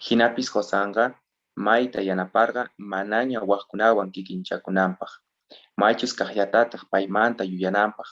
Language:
South Bolivian Quechua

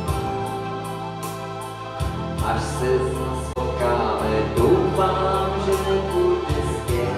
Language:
Czech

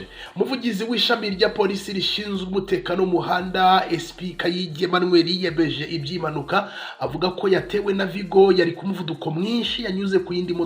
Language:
Kinyarwanda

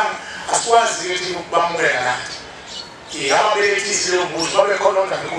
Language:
Zulu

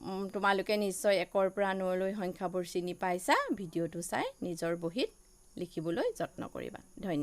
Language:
Assamese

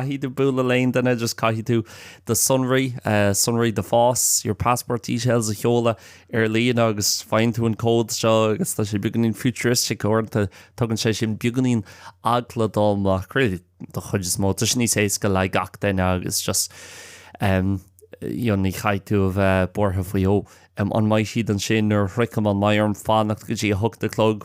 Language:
Irish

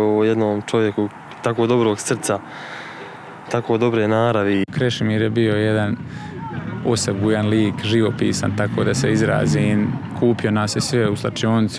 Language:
Croatian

